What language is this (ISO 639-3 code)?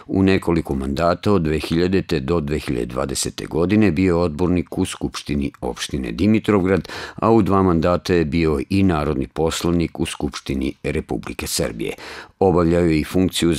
srp